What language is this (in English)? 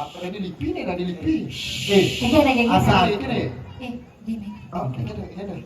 Balinese